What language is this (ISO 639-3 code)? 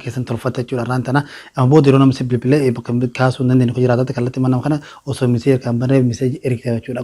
orm